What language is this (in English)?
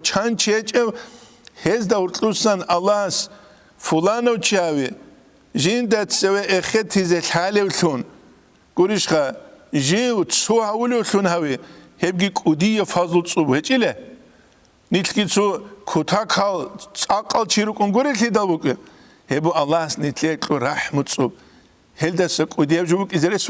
Avaric